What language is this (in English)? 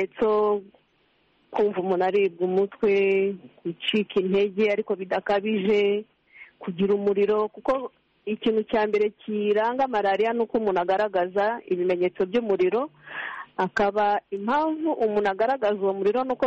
Kinyarwanda